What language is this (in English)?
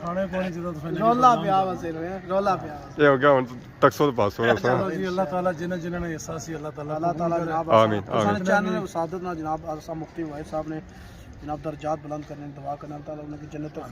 Pahari-Potwari